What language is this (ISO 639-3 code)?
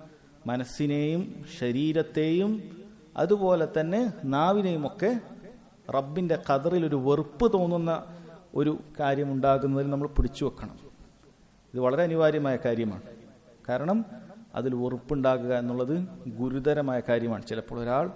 mal